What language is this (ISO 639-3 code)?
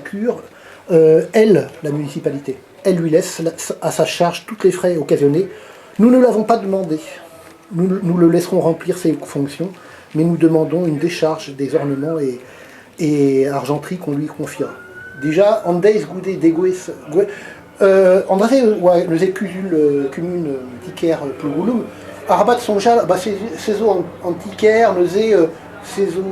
bre